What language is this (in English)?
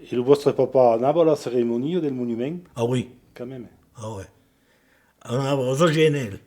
Occitan